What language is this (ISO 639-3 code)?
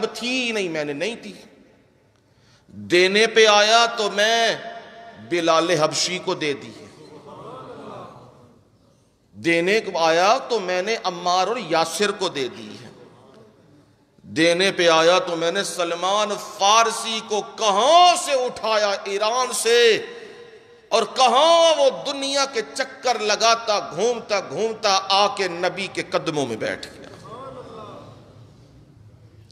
urd